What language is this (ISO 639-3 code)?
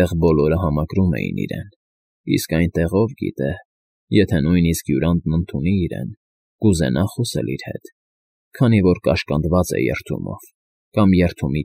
hye